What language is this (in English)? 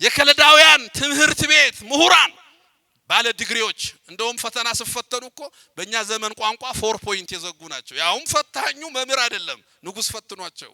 Amharic